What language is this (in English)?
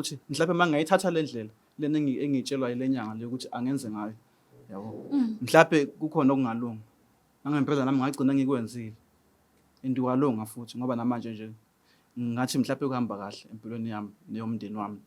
Zulu